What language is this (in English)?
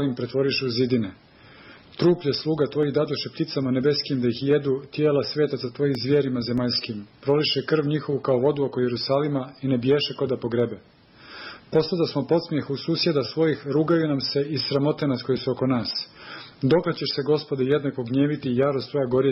Serbian